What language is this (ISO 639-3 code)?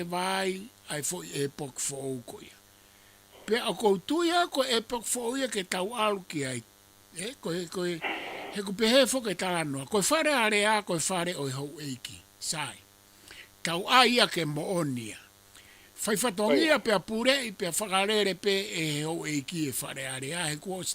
ton